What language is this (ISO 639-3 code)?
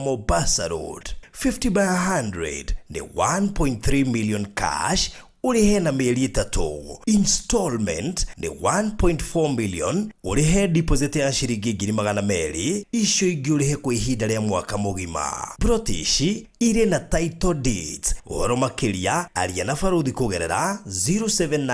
kik